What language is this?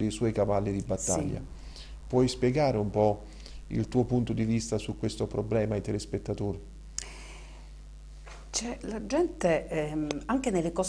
Italian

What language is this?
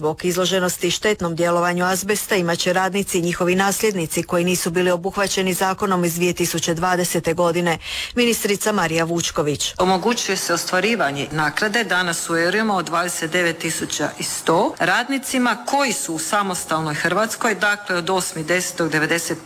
Croatian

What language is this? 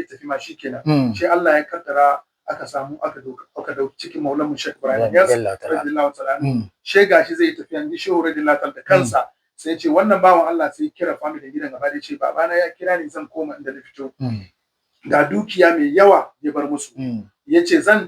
Hausa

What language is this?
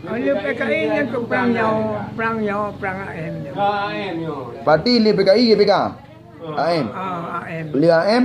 Achinese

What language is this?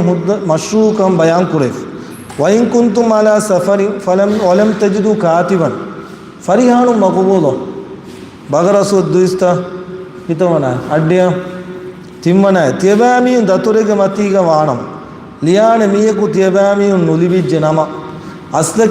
Divehi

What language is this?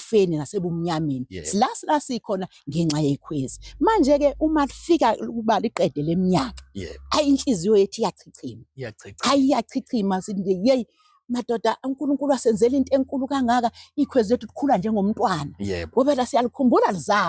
Zulu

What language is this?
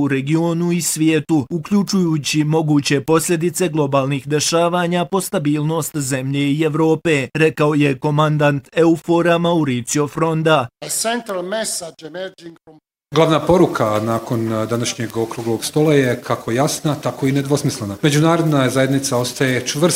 Bosnian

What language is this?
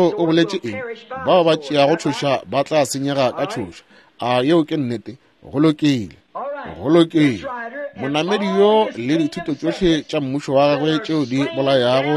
Northern Sotho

